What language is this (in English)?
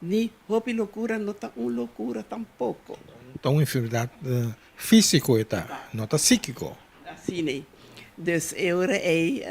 Papiamento